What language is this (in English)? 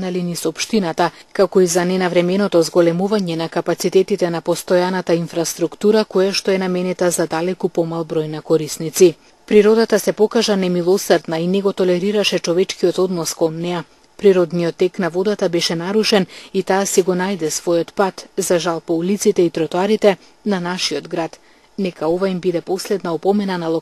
Macedonian